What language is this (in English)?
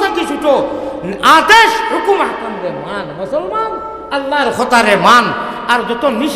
Sylheti